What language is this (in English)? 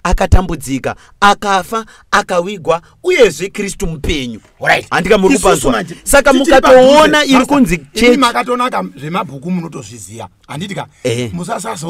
Shona